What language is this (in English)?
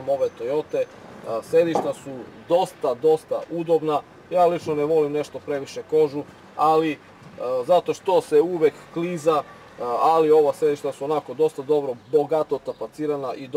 Serbian